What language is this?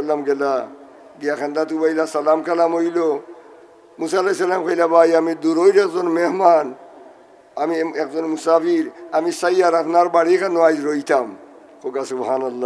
Sylheti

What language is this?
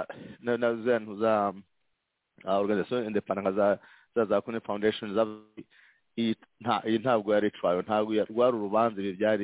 Kinyarwanda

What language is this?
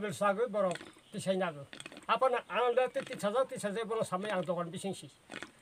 Riang (India)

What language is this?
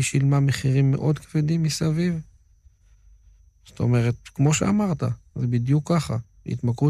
Hebrew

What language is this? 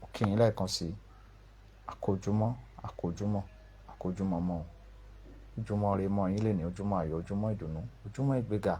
Yoruba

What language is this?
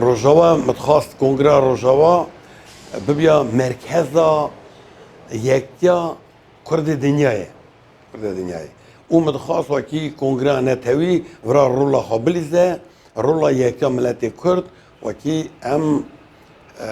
Kurdish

